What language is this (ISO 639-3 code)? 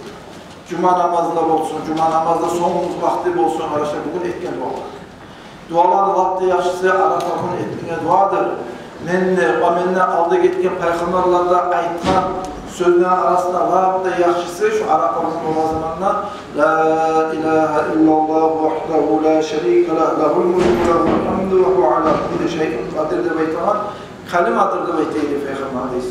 kum